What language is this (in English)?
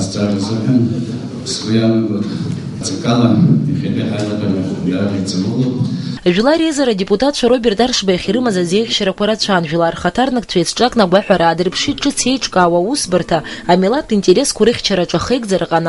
Abkhazian